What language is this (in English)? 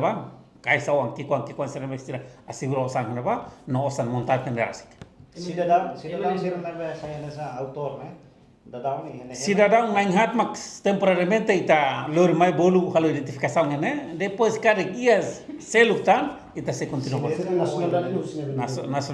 Tetum